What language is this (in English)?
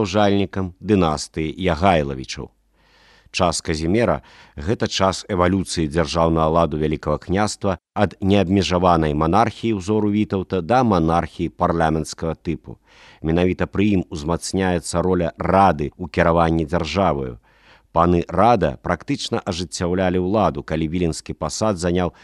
Belarusian